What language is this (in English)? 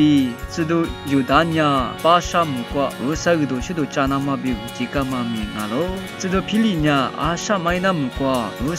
Lisu